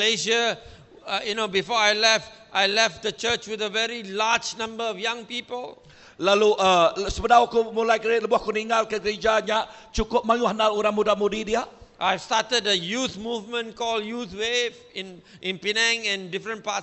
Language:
Iban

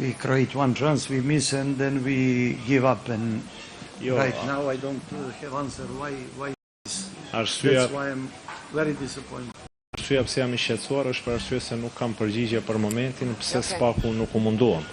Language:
Albanian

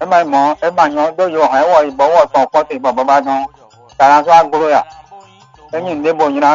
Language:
Fon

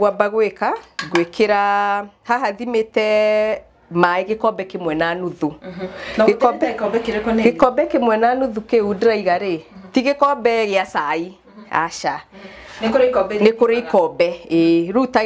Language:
Kikuyu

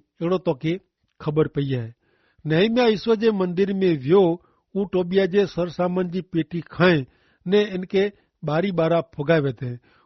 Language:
Kachhi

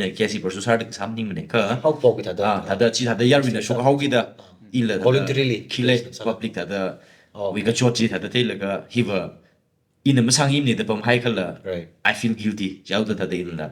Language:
Tangkhul Naga (India)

